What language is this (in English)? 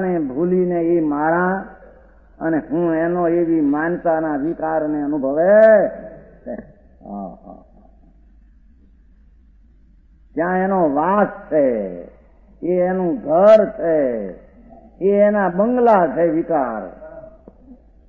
Gujarati